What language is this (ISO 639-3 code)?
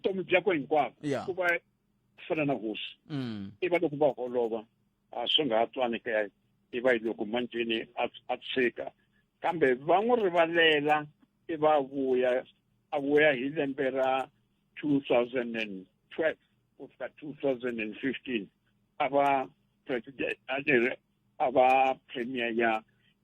tso